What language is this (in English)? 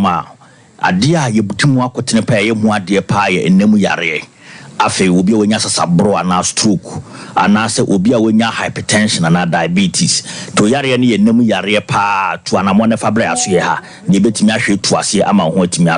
Akan